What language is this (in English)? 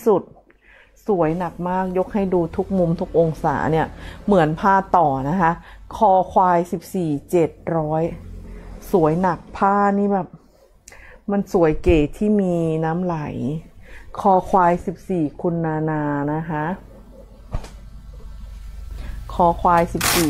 Thai